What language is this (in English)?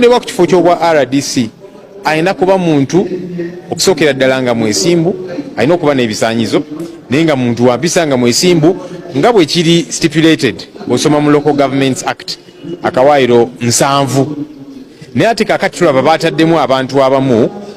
Ganda